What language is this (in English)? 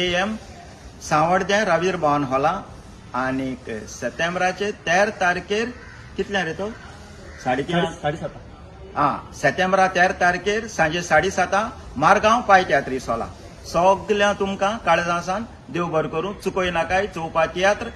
Konkani